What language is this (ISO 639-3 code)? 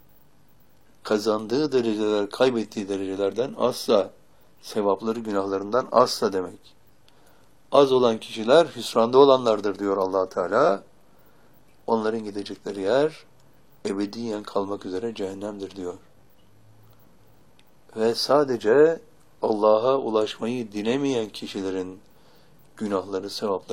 tur